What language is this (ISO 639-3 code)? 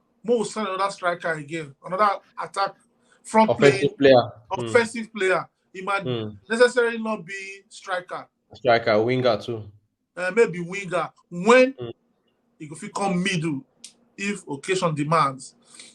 pcm